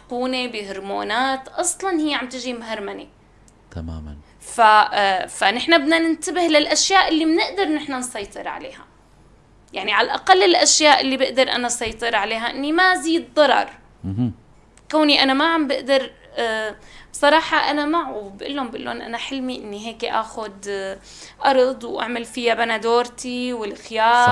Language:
North Levantine Arabic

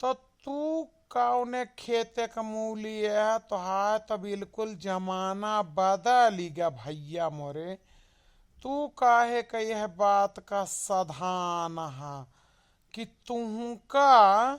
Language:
Awadhi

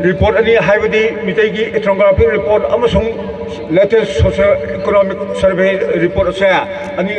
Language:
Manipuri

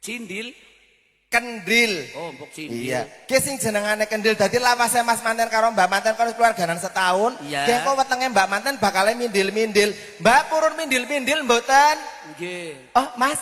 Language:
Javanese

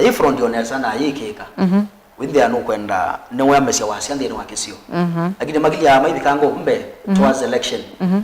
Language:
Kamba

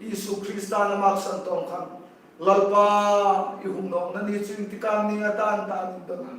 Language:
Hmar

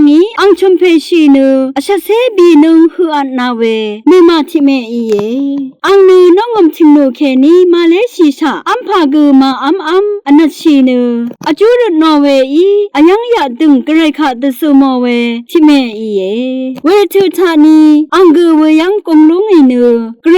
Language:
Rawang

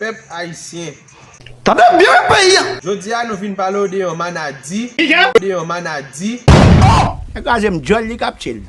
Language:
Haitian Creole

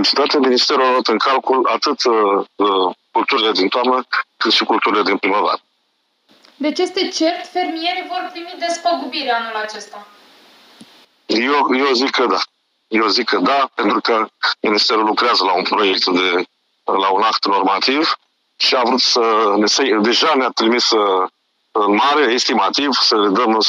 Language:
Romanian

